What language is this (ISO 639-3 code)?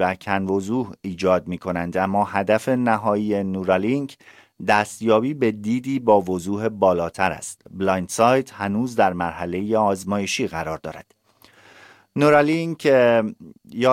fas